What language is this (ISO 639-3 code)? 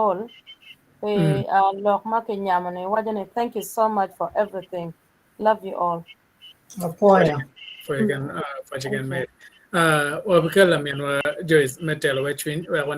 ach